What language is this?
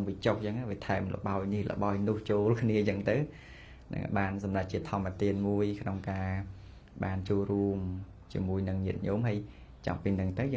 Khmer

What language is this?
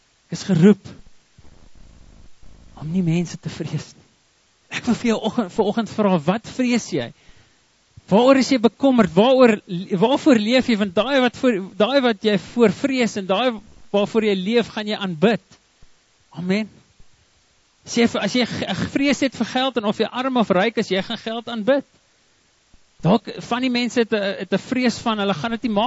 Afrikaans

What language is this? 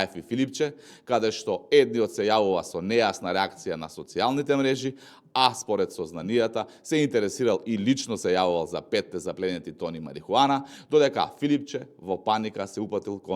Macedonian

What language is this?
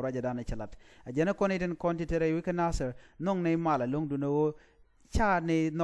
Nuer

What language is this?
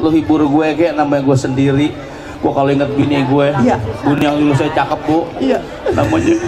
Betawi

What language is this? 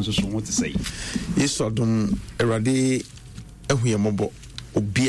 Akan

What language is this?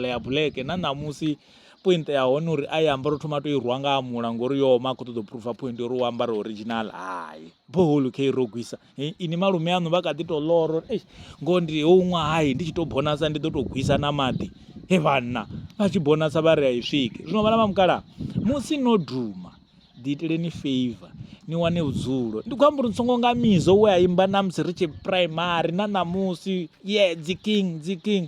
Venda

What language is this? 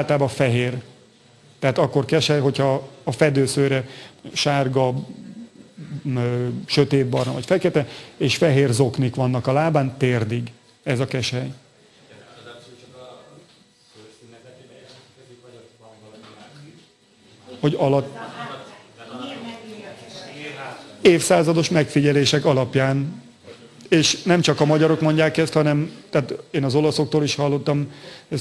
Hungarian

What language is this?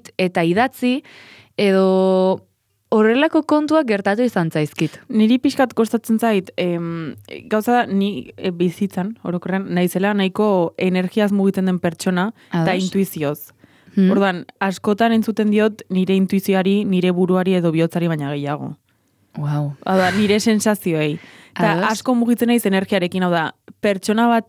Basque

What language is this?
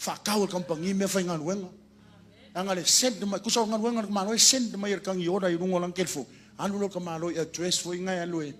Samoan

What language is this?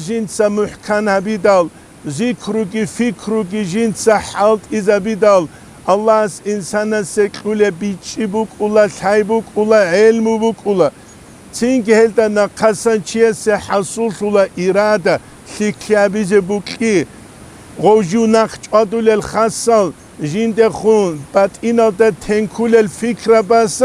Avaric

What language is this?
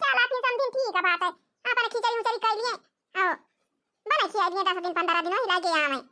Awadhi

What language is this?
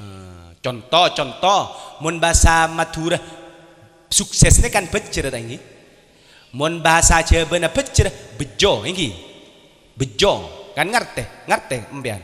Madurese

